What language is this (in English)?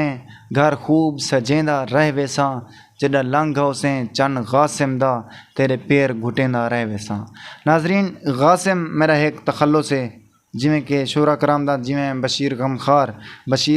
Saraiki